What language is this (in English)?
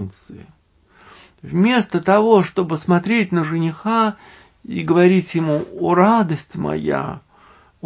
Russian